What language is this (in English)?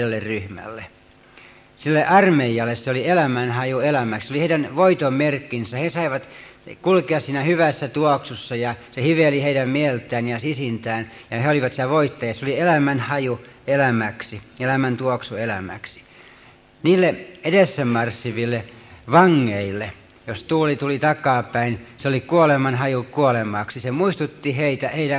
Finnish